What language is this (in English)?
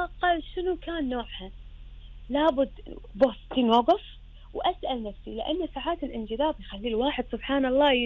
Gulf Arabic